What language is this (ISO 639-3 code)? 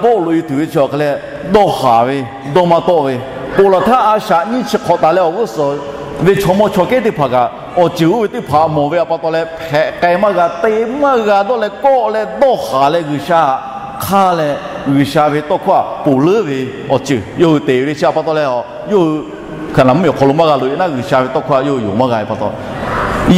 lhu